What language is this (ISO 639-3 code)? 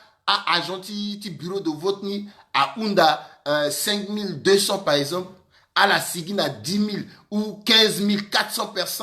sag